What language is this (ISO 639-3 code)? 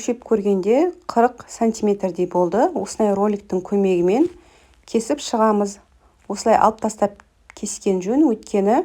kaz